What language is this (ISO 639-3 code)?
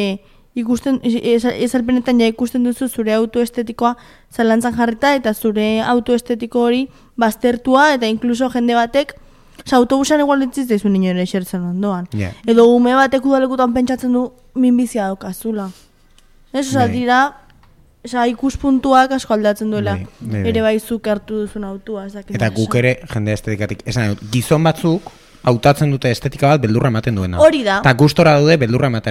eus